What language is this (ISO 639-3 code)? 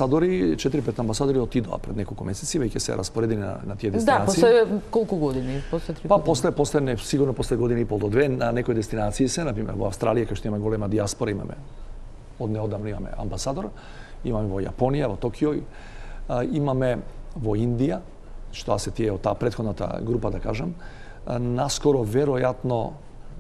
mkd